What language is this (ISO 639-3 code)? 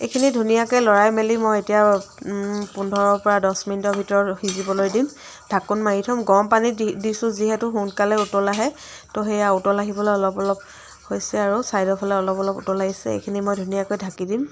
asm